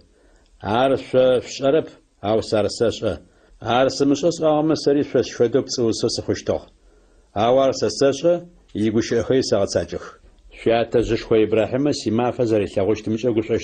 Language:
Adyghe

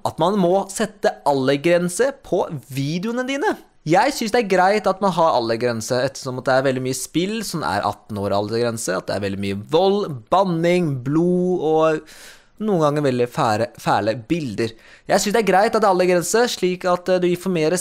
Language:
Norwegian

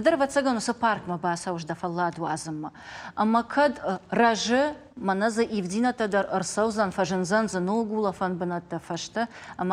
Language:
Ossetic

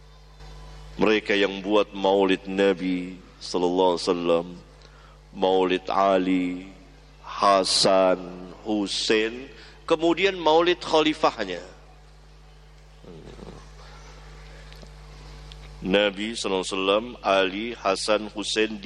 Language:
Indonesian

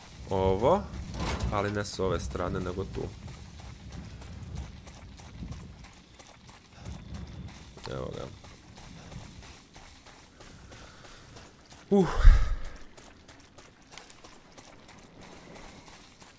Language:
Croatian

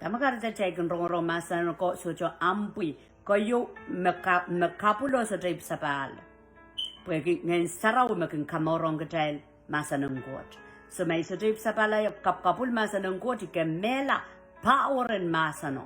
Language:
Pohnpeian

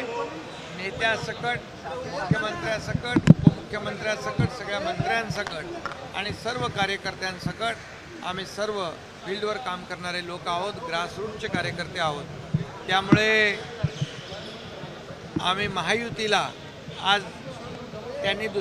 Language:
Marathi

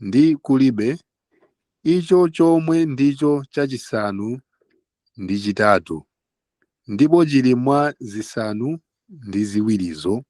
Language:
Nyanja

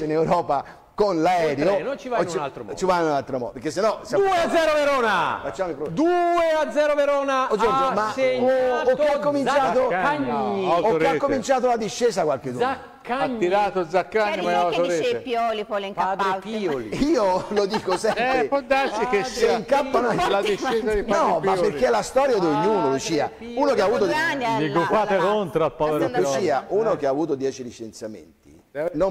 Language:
Italian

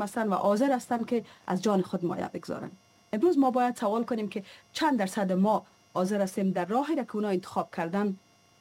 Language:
Persian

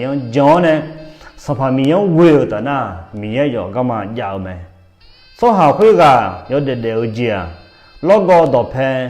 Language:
Akha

